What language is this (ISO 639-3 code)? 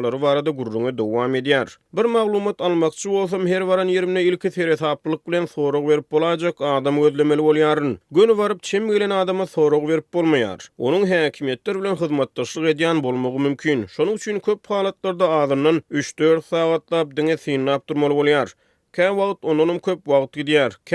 tuk